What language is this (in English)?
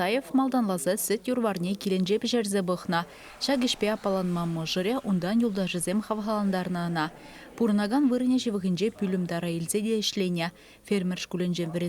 Chuvash